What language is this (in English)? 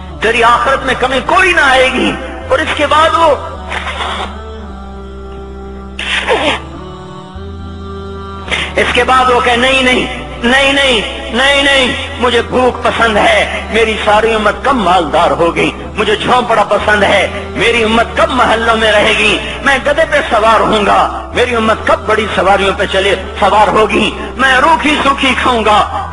Urdu